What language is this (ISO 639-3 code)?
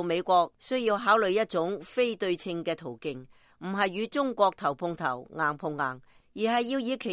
yue